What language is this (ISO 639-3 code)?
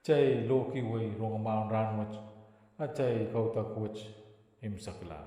pon